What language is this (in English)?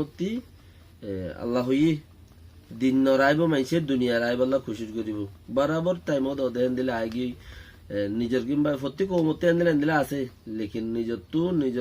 Rohingya